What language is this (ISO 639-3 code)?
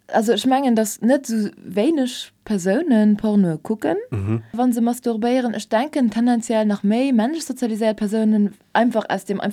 ltz